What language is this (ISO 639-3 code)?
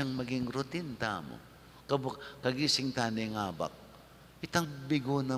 pam